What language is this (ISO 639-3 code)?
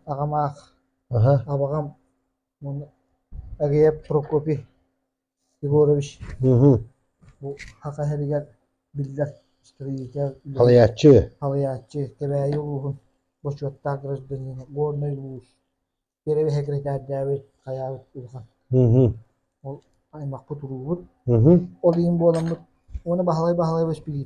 sah